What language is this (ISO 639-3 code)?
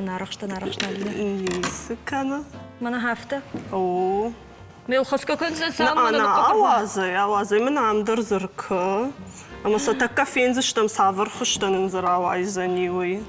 oss